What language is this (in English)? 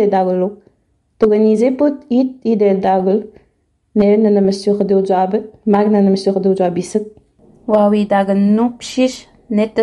Innu-aimun